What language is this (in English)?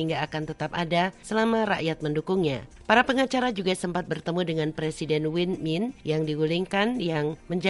Indonesian